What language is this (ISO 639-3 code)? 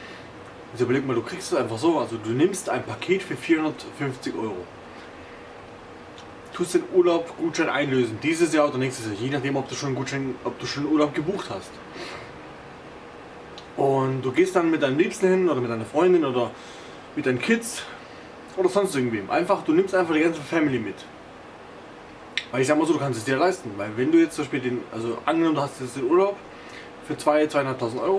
deu